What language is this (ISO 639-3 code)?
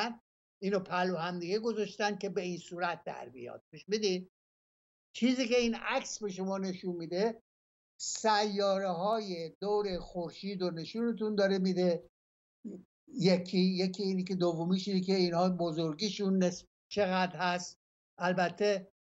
fas